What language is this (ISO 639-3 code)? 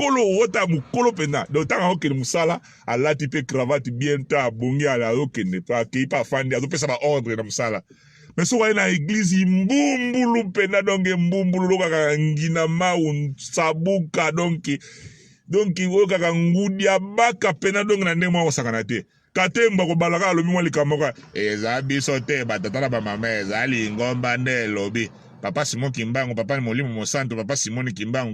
lin